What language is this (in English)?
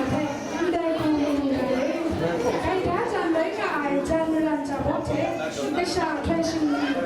Kachin